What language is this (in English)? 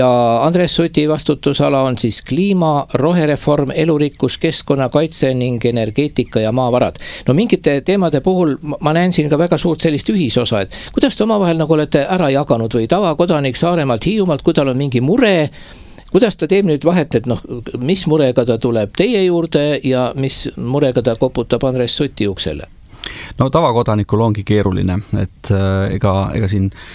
Estonian